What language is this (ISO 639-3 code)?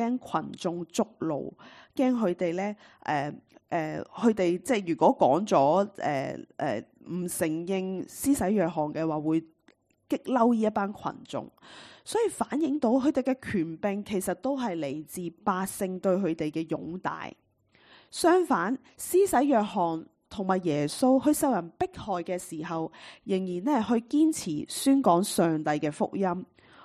yue